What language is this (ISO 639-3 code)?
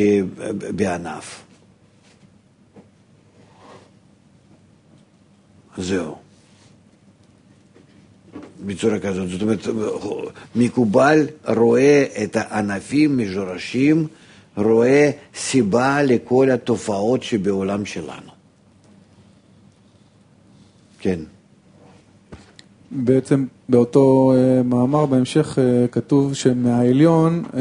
heb